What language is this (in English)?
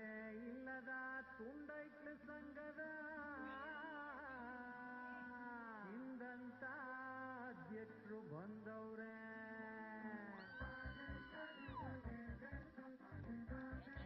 Kannada